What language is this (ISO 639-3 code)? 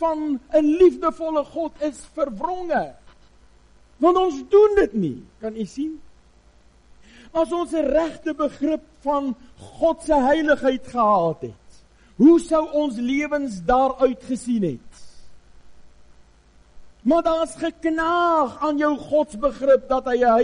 afr